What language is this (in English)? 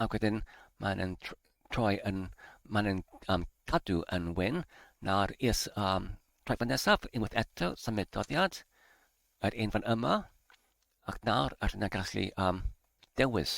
Welsh